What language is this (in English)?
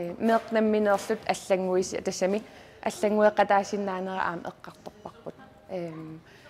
Kalaallisut